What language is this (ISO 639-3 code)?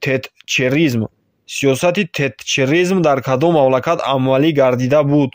tgk